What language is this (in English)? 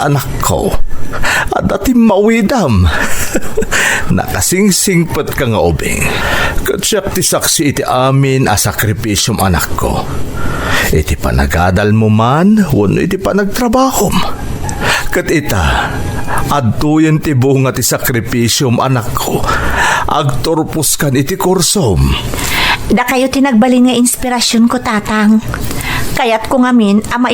Iloko